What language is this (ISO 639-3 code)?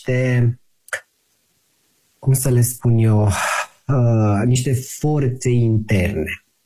ron